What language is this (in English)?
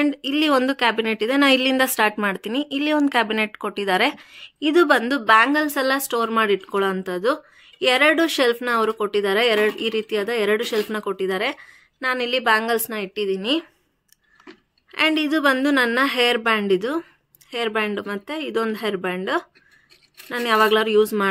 Kannada